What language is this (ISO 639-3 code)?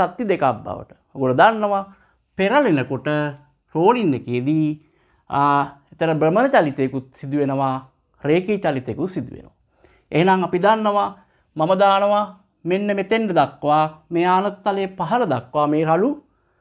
sin